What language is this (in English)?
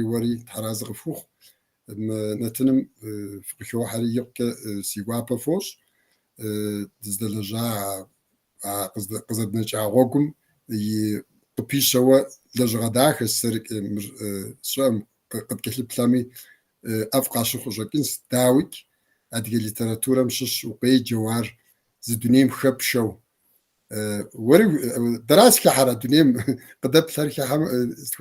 Kabardian